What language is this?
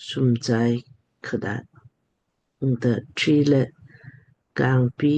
Lamkang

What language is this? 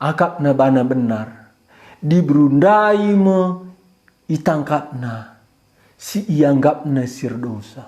Batak Karo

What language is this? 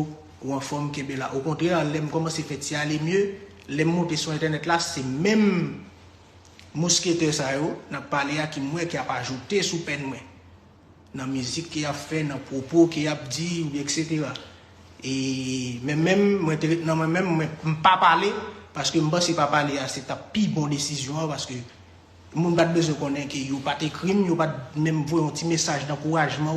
Haitian Creole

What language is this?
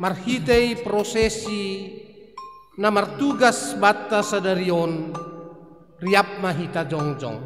Batak Simalungun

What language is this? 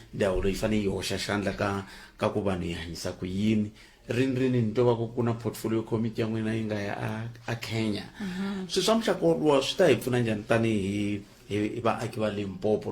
Tsonga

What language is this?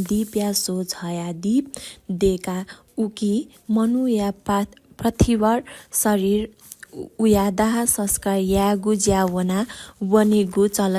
Newari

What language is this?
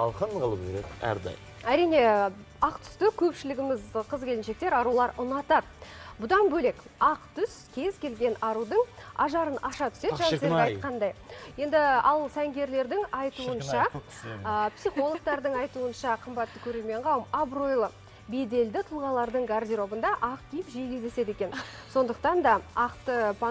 Kazakh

